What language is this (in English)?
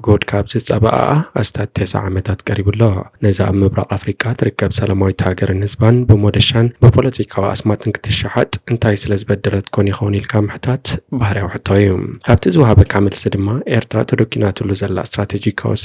Tigrinya